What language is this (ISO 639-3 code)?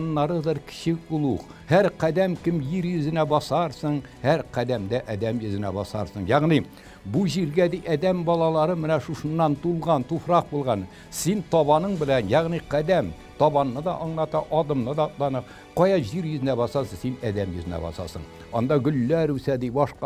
tat